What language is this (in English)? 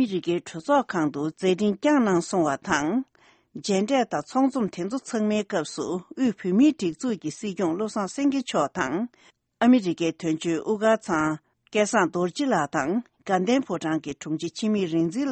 Tibetan